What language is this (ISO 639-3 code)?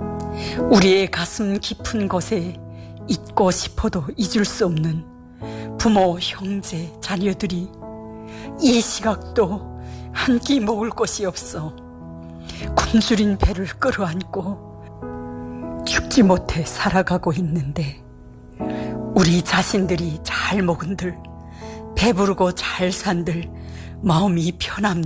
kor